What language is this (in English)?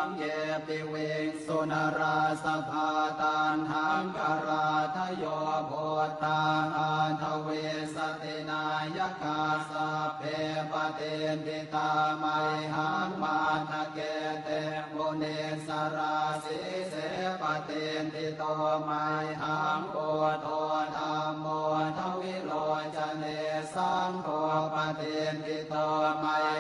Pali